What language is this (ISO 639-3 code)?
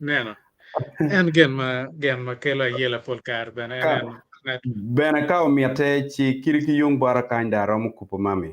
ach